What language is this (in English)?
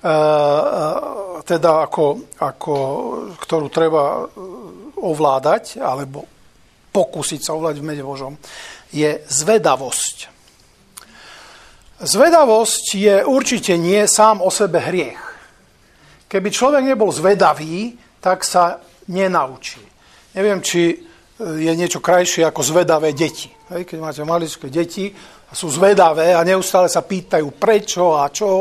Slovak